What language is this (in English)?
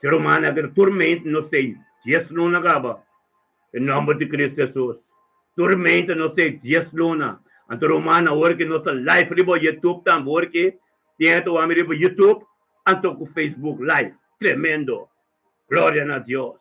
Papiamento